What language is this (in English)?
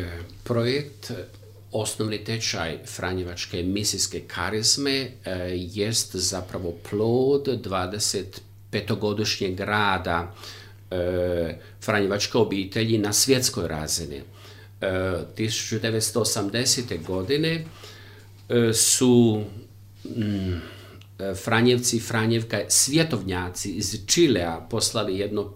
Croatian